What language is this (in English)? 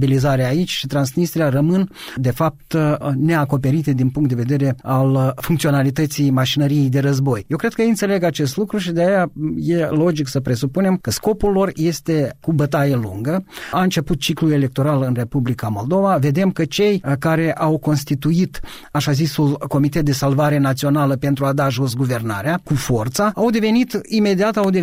Romanian